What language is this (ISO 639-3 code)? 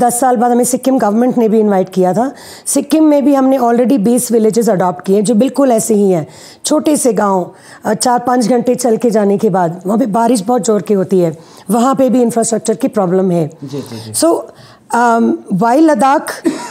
hin